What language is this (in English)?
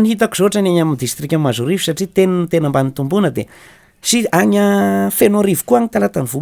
Malagasy